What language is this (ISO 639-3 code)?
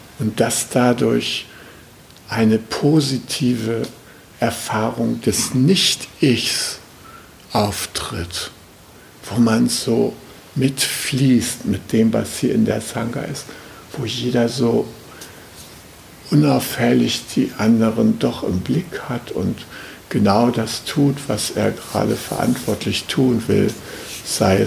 deu